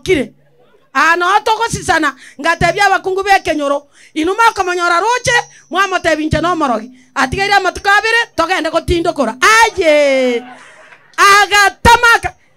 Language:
Gusii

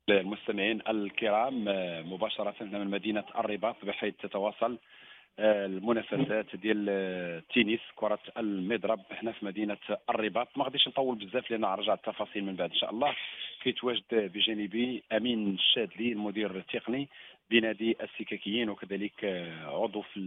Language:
Moroccan Arabic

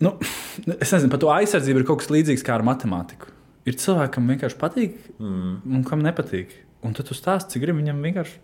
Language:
Latvian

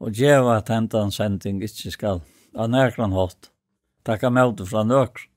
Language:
Faroese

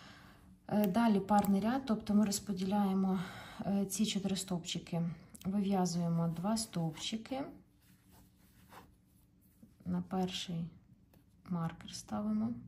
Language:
Ukrainian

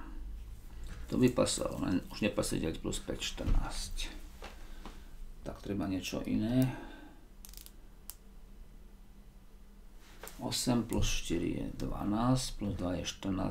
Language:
Slovak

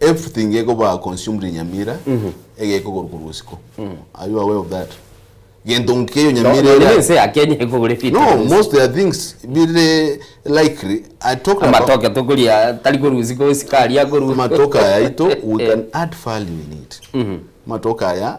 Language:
Gusii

